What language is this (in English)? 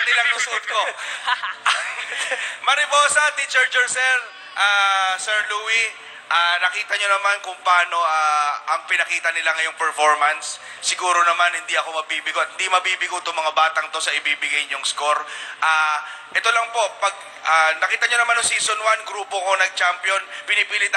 Filipino